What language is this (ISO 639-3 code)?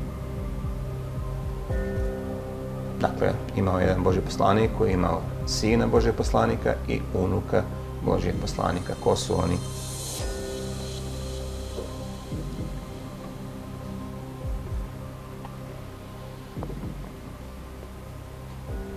bos